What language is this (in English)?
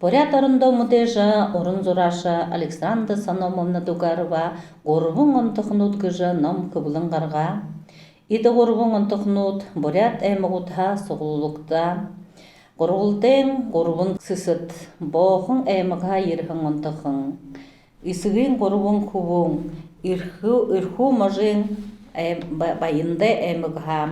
Buriat